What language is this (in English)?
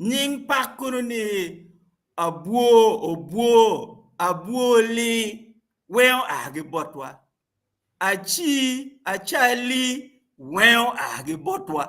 Acoli